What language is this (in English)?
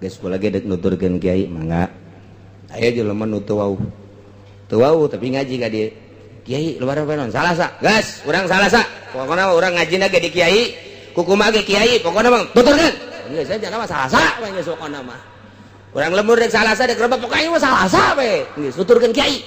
Sundanese